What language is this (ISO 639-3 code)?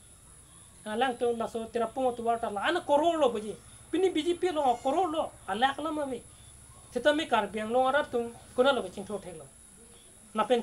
mjw